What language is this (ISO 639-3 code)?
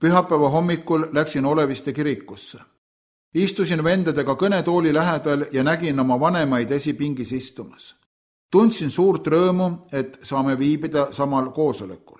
est